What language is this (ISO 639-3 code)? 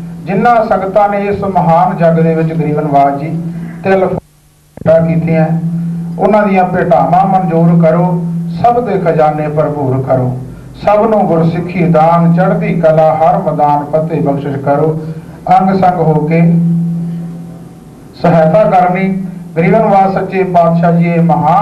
pan